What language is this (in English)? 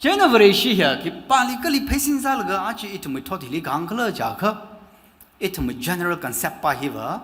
Tangkhul Naga (India)